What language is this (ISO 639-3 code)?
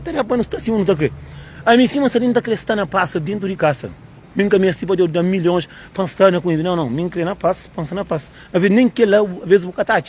kea